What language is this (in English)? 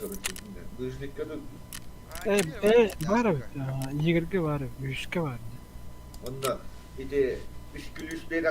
Yakut